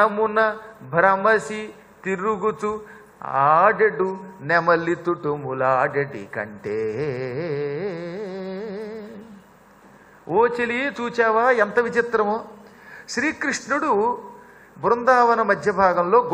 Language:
Telugu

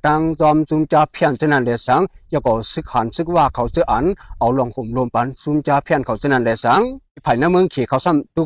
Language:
Shan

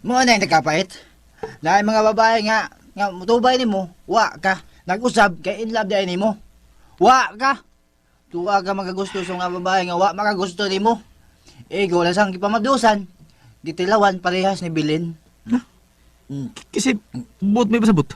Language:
Cebuano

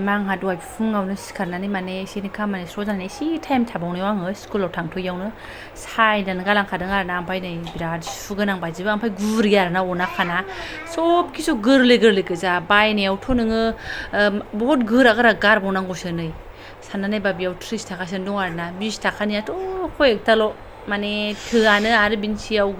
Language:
Bodo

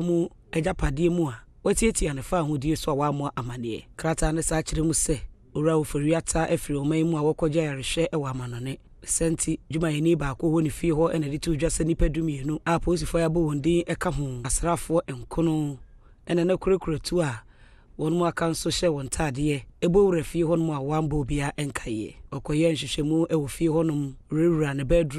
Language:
Akan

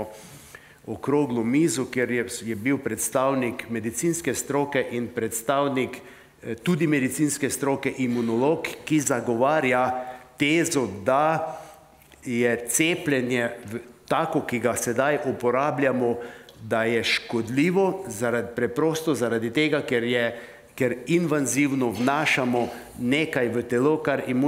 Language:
Slovenian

